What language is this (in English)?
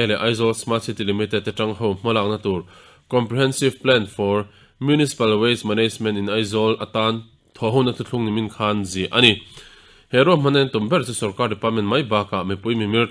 Mizo